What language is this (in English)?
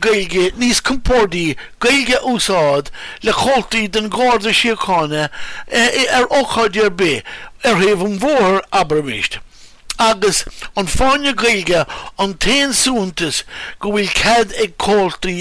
Irish